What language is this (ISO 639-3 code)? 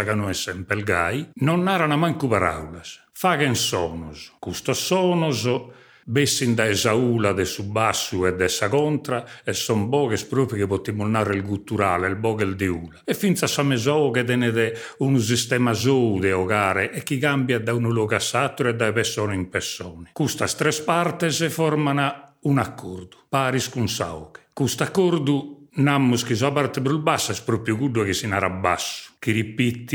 srd